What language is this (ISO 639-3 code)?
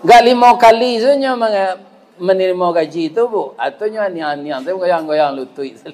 min